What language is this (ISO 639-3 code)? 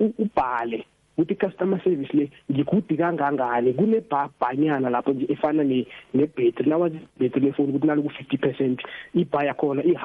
nbl